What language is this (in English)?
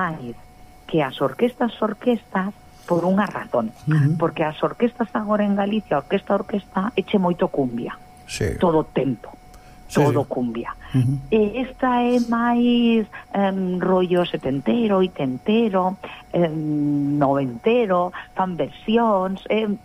Galician